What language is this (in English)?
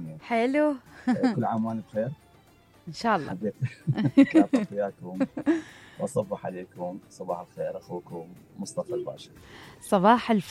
Mesopotamian Arabic